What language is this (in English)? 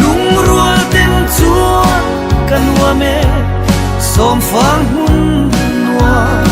Mizo